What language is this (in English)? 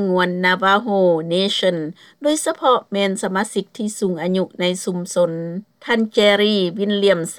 Lao